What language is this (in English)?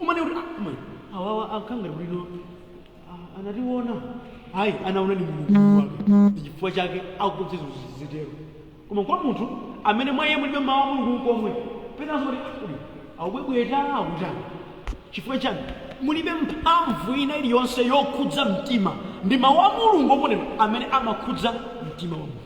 Nyanja